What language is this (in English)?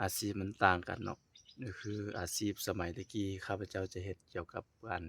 Lao